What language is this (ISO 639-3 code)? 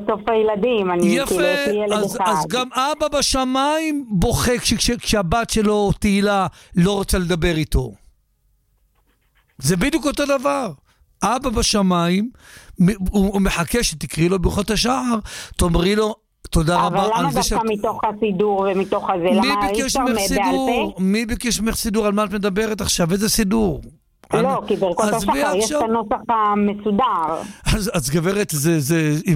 heb